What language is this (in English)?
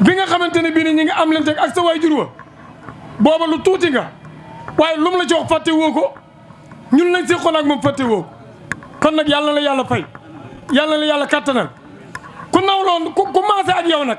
Wolof